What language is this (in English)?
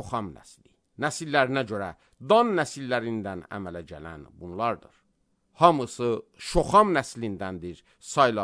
Azerbaijani